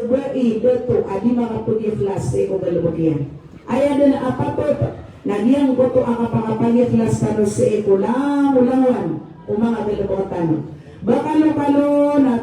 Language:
Maranao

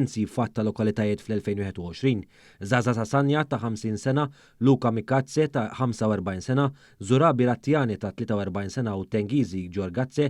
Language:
Maltese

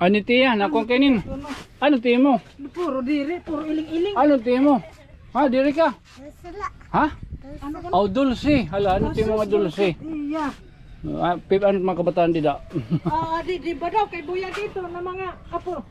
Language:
Waray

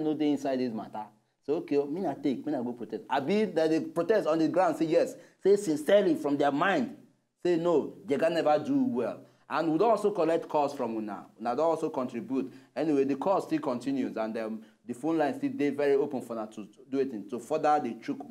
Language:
Nigerian Pidgin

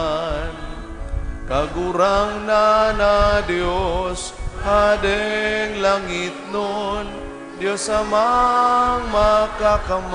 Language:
Bikol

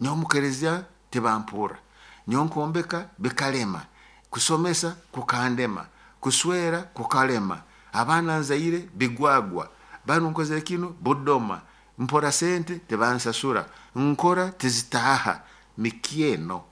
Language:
Nyoro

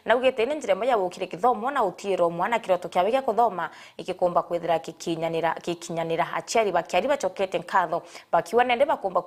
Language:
Meru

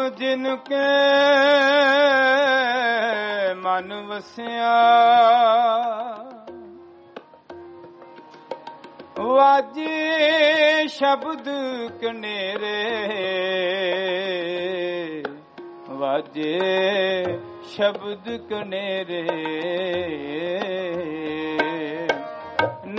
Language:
Punjabi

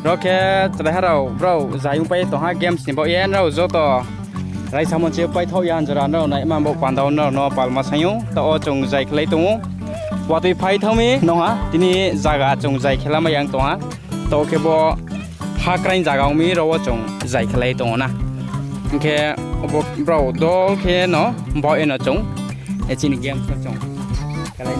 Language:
Riang (India)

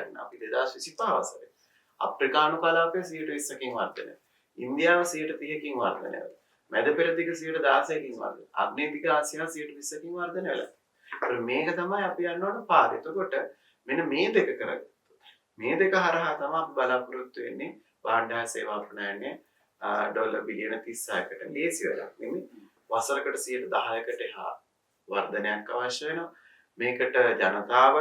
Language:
Sinhala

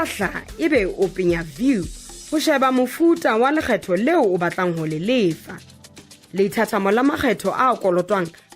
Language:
Southern Sotho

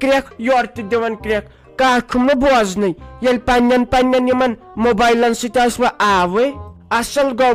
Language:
Kashmiri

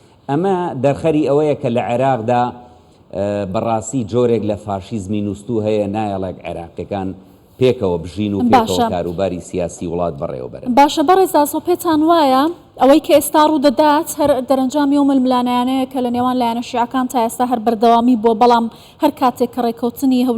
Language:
Central Kurdish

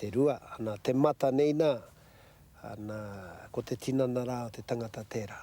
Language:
Māori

